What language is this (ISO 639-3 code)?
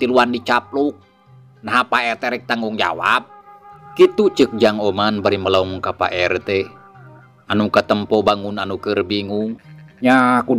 sun